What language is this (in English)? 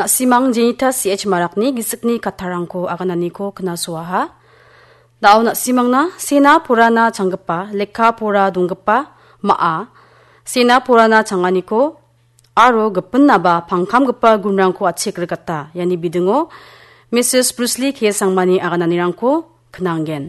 Garo